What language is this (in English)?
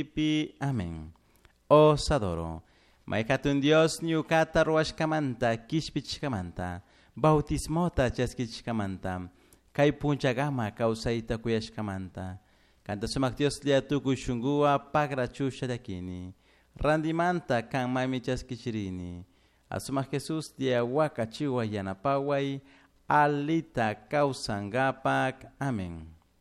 Chimborazo Highland Quichua